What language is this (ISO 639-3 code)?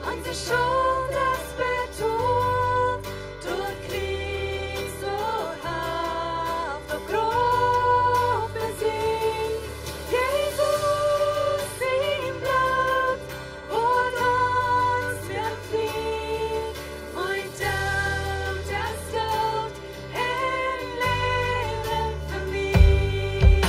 pdt